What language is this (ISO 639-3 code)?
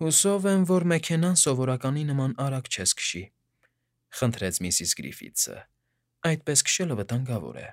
hye